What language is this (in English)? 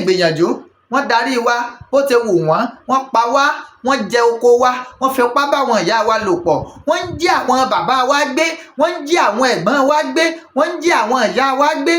Yoruba